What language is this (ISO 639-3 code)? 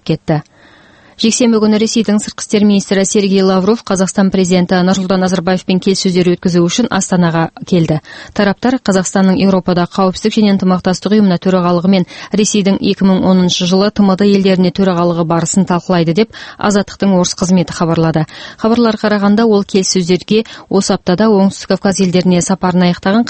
kaz